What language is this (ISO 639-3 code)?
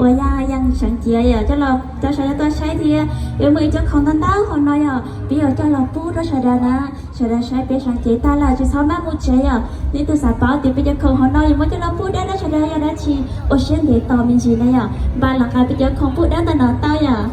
hmn